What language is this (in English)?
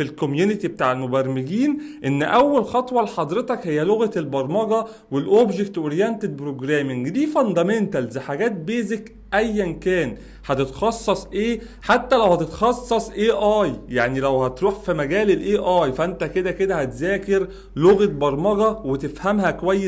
Egyptian Arabic